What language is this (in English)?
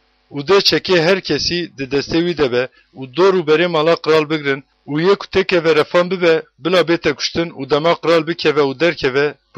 Kurdish